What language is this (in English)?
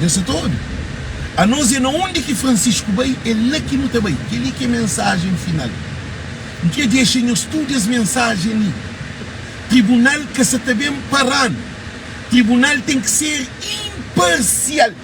Kabuverdianu